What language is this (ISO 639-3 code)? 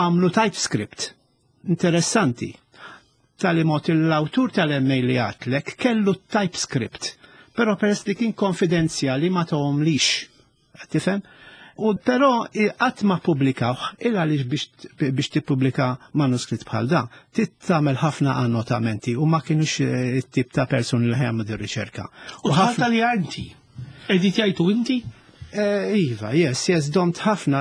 mlt